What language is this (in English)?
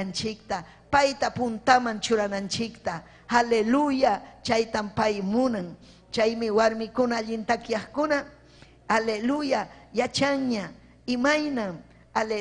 Ayacucho Quechua